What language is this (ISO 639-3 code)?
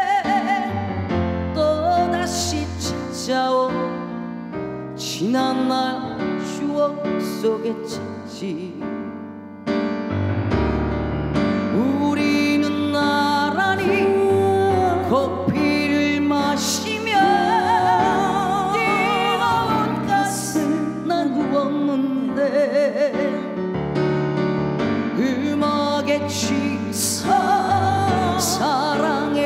kor